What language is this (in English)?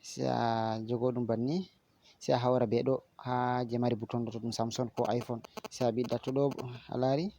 Fula